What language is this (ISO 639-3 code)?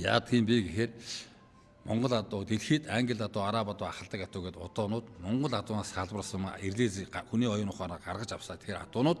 mon